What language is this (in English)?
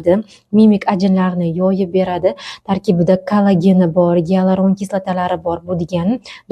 Uzbek